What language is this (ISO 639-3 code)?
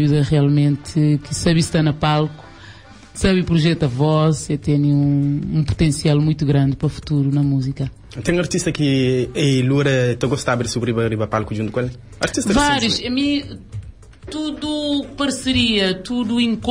kea